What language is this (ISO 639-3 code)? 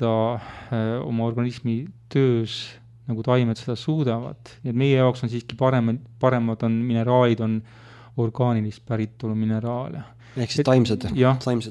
est